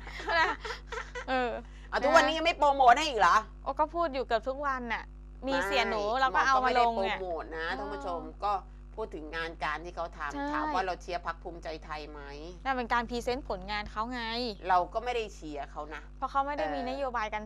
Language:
Thai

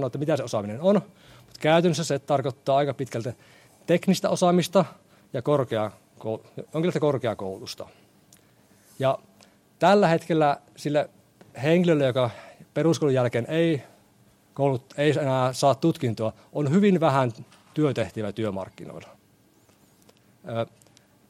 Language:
Finnish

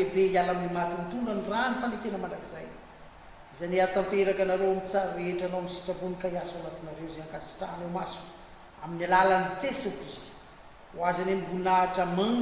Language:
Malagasy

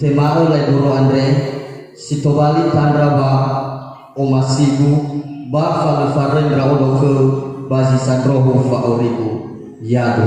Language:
Nias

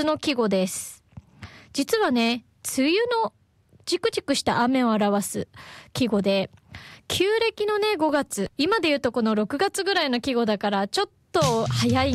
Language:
Japanese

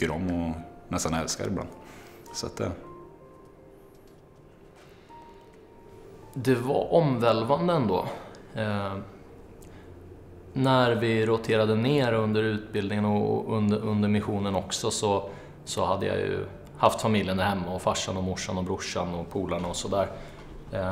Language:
Swedish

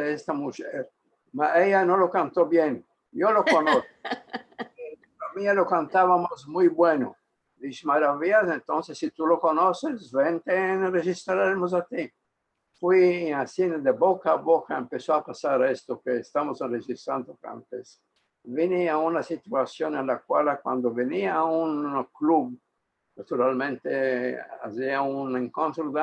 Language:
Ladino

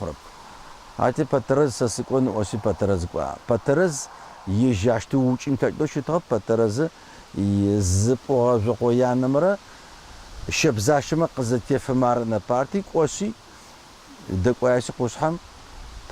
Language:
Adyghe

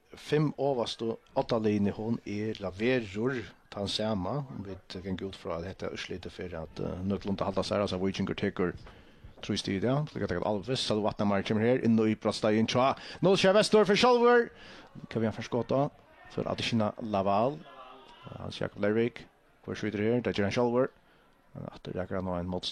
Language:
Faroese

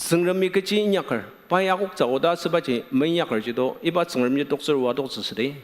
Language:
Ao Naga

